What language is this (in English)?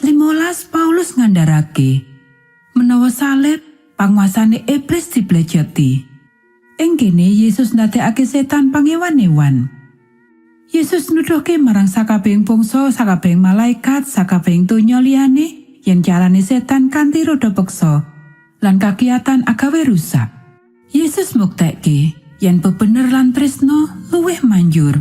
Javanese